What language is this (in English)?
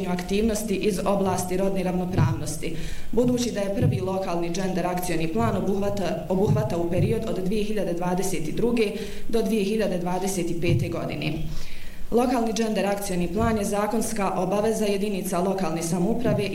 Bosnian